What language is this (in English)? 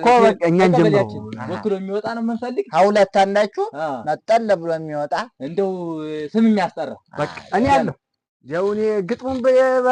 Amharic